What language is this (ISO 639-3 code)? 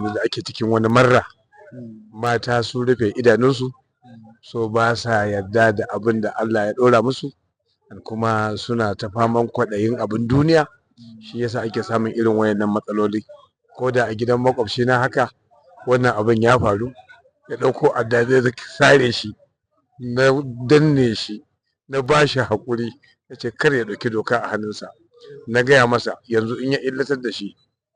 hau